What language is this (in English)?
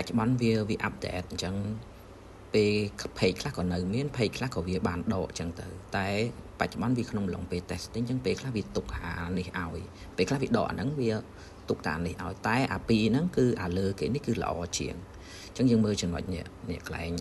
Khmer